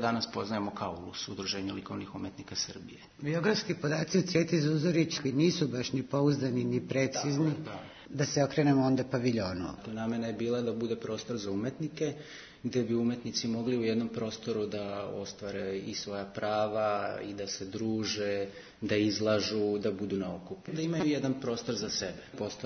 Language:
Serbian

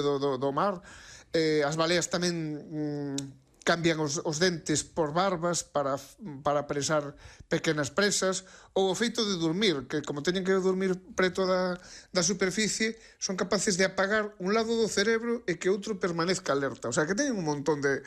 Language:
Galician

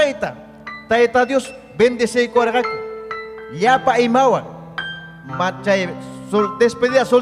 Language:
Ayacucho Quechua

